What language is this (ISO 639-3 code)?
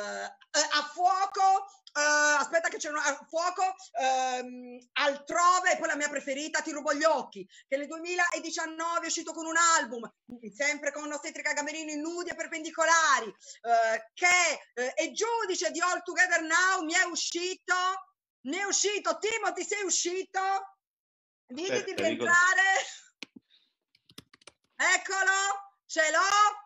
ita